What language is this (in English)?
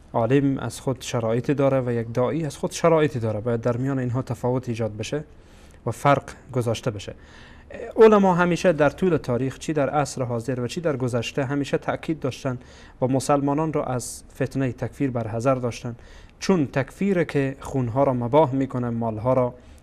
Persian